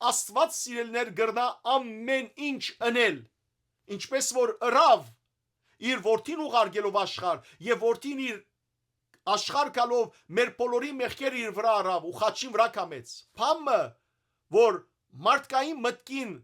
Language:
Western Armenian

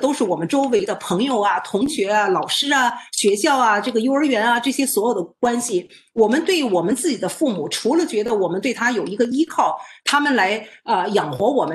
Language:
Chinese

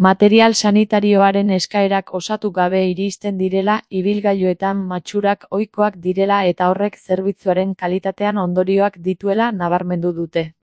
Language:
Basque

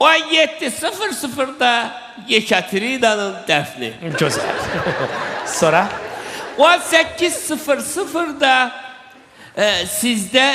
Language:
Azerbaijani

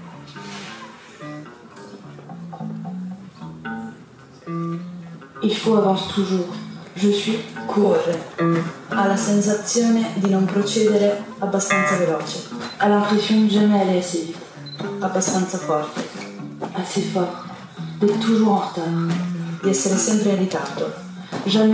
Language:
French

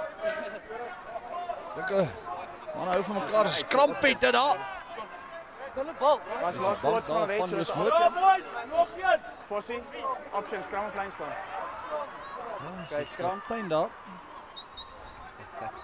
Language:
Afrikaans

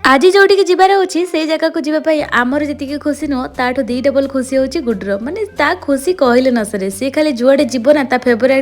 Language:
Odia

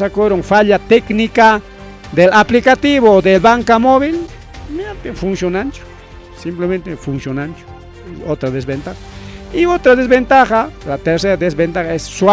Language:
Ayacucho Quechua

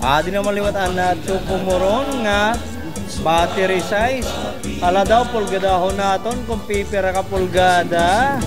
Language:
Waray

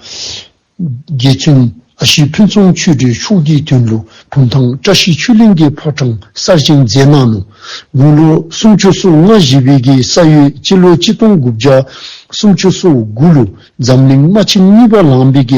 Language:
Dzongkha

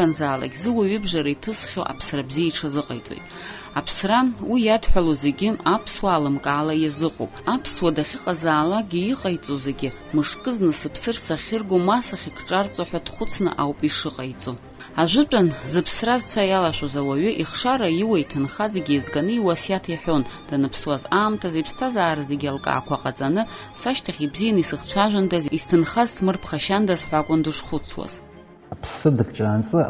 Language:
Abkhazian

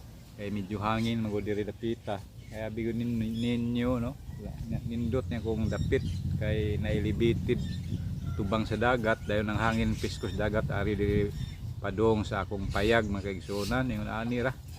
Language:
Cebuano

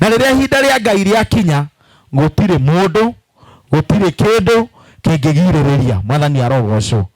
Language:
Kikuyu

